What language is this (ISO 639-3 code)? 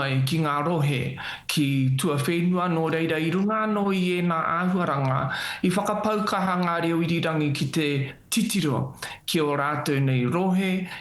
mri